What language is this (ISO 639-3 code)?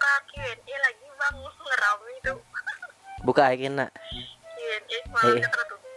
bjn